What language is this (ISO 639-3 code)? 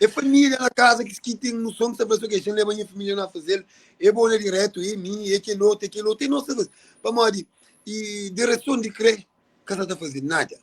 kea